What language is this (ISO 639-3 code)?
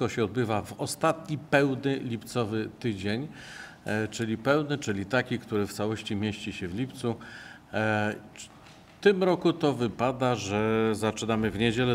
pol